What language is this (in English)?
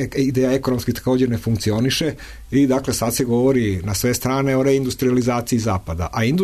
Serbian